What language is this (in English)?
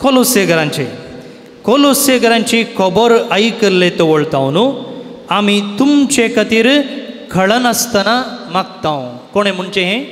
Konkani